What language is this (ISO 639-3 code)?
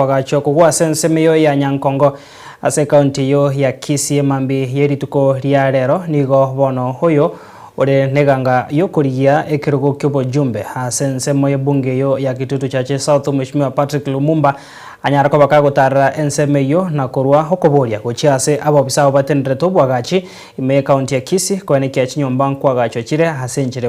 guz